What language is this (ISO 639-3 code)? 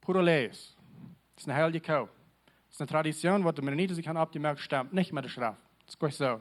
pdt